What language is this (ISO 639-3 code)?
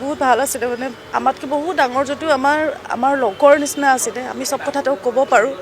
asm